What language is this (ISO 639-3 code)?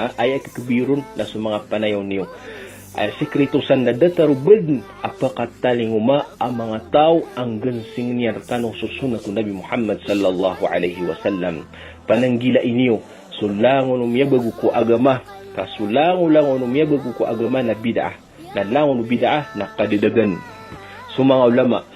mrw